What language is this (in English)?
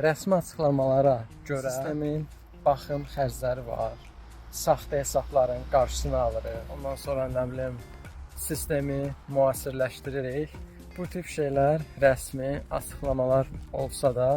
Azerbaijani